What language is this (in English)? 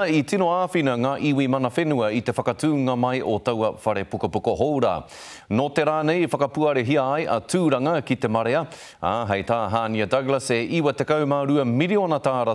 Māori